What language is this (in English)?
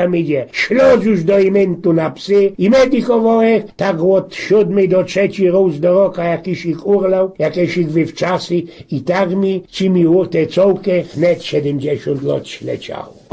Silesian